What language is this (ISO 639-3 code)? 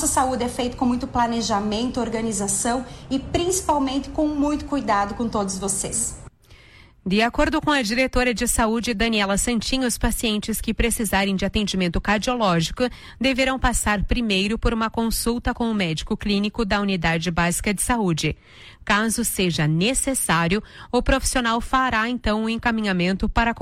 por